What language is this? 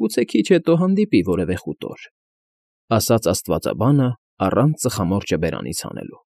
Armenian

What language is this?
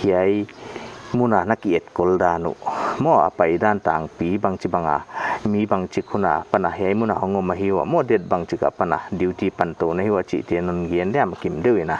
Paite Chin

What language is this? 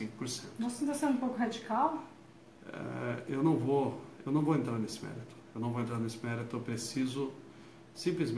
Portuguese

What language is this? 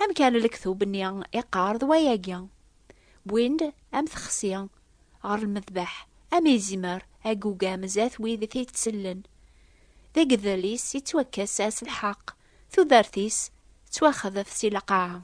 Kabyle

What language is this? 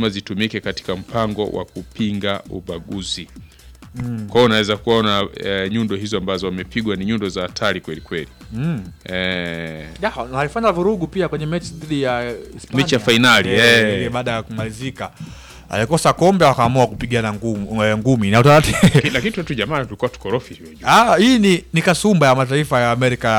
Swahili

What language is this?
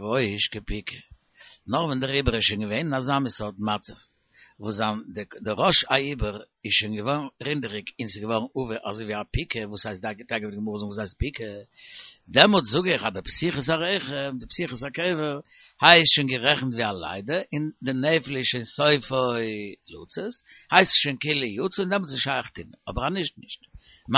Yiddish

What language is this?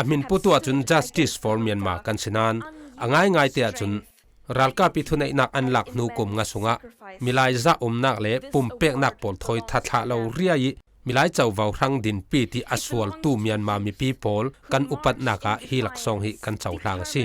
Falam Chin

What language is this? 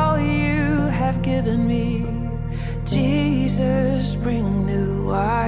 Dutch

